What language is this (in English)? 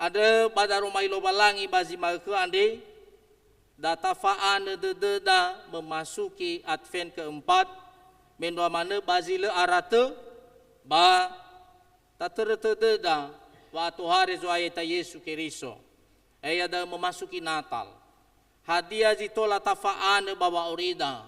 Nias